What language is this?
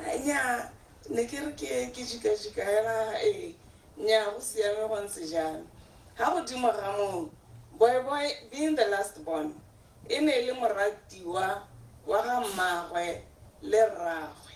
Tswana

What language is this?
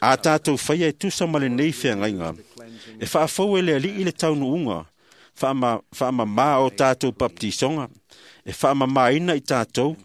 Samoan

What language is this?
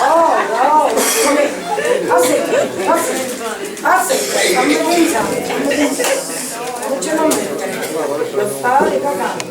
Sicilian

